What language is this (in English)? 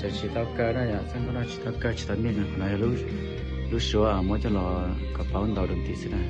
Hmong